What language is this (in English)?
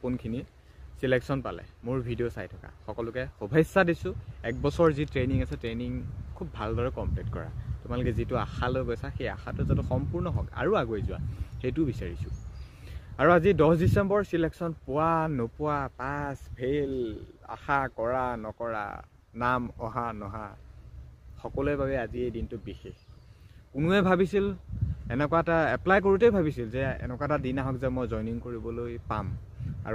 Assamese